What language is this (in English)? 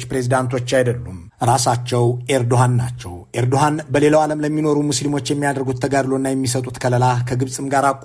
Amharic